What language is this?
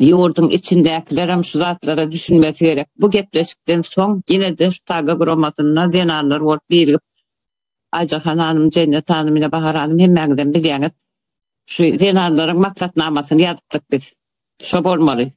Turkmen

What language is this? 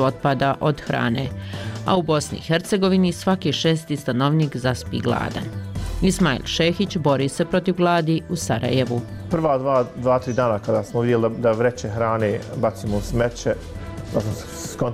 Bosnian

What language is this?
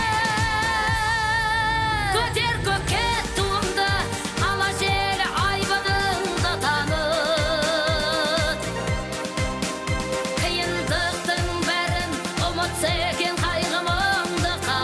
Kazakh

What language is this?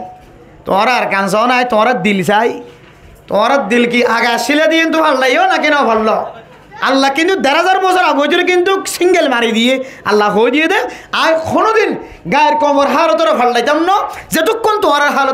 Rohingya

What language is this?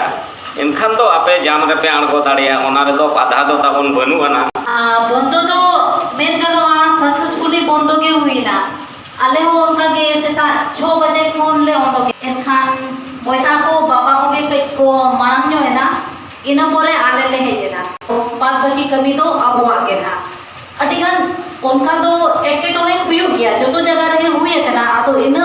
Santali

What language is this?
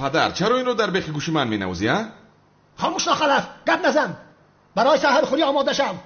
Tajik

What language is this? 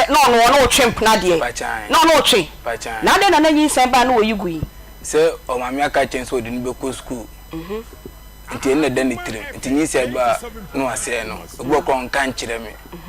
Akan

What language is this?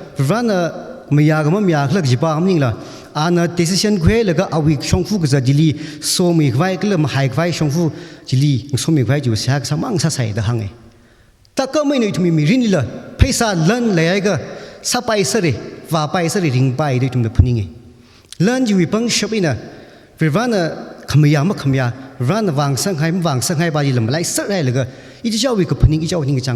Tangkhul Naga (India)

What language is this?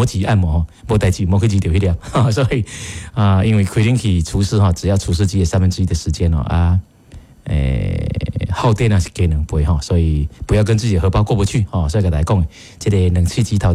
Min Nan Chinese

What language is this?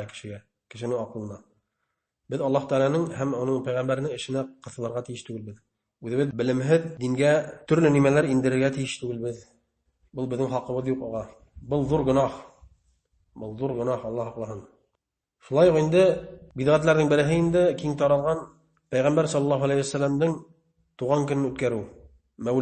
Bashkir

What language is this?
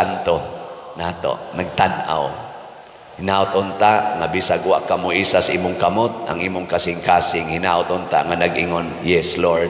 Cebuano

